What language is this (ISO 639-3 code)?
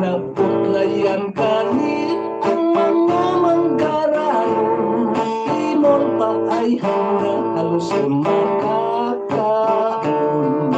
hil